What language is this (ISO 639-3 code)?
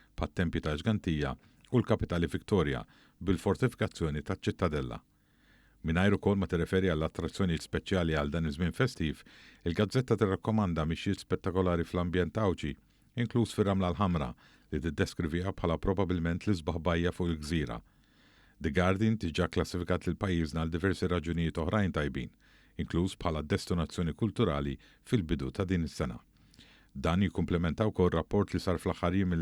mlt